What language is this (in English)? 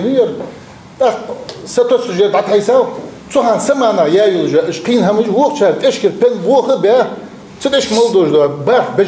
Ingush